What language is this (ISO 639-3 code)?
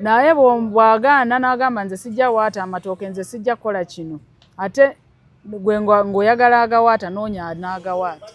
lug